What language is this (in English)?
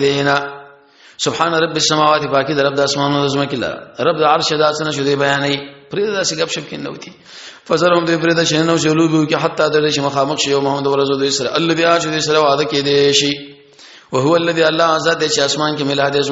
Pashto